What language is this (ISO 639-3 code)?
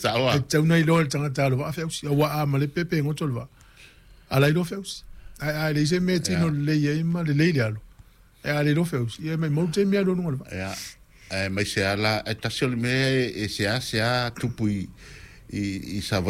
smo